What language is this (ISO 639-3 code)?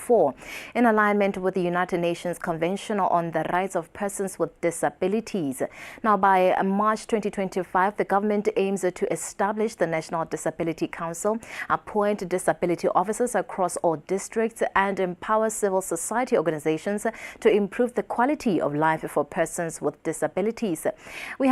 tsn